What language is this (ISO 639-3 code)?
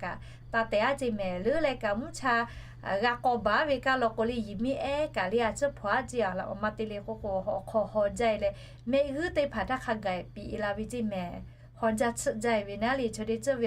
lhu